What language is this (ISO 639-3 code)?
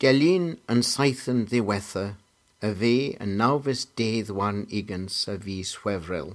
cor